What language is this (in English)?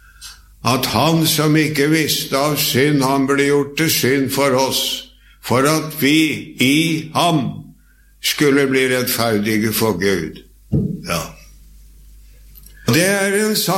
Norwegian